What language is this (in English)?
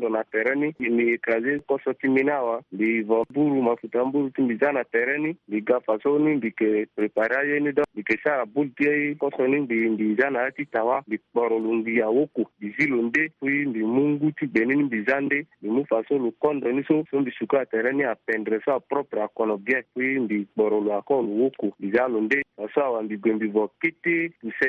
Sango